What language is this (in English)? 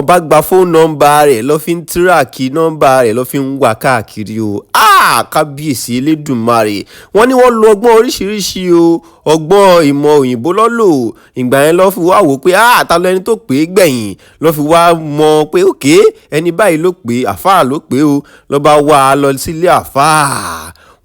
Yoruba